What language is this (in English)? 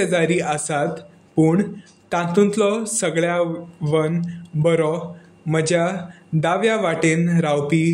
Konkani